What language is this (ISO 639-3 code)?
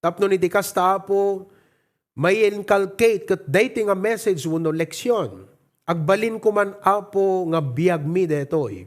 ilo